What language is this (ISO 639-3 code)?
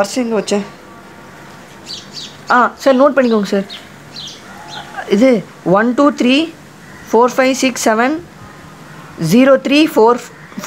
tam